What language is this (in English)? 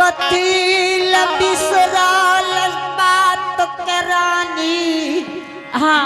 Angika